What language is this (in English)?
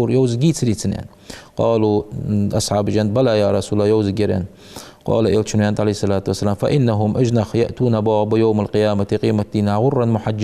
Ingush